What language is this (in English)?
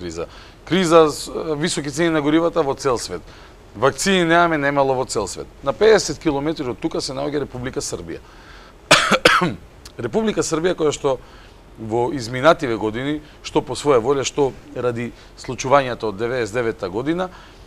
Macedonian